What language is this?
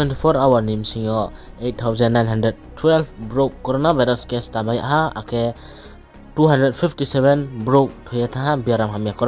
Riang (India)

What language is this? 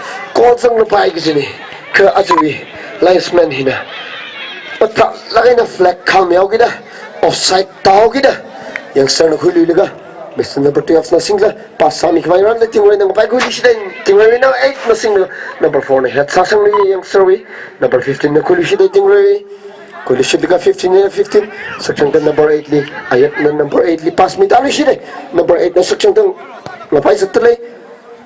Tangkhul Naga (India)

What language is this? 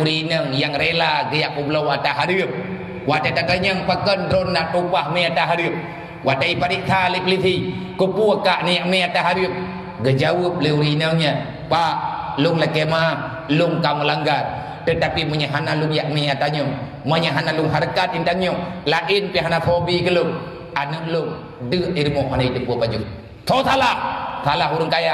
Achinese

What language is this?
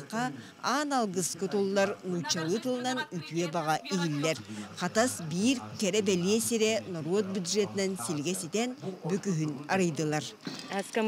Yakut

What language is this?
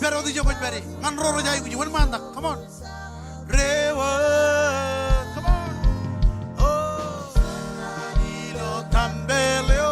Marshallese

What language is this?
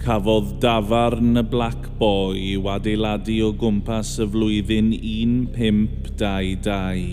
Welsh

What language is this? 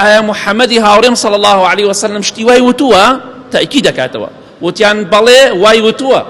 Central Kurdish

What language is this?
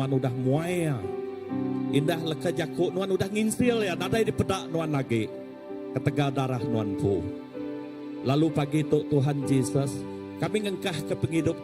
Iban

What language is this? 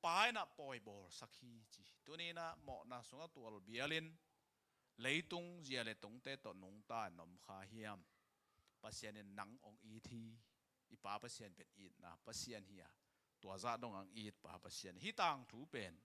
Tedim Chin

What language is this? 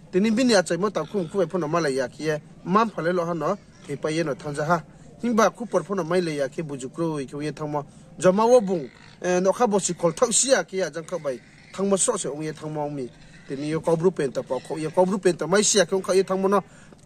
Riang (India)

